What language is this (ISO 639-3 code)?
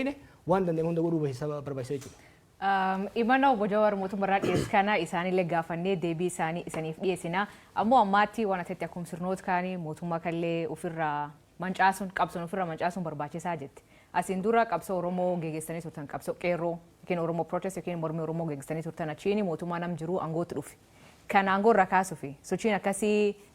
orm